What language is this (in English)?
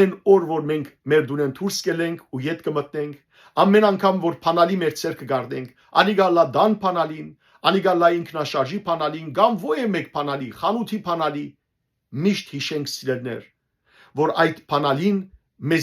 Western Armenian